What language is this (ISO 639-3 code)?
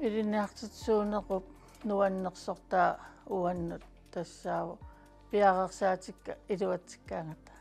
kal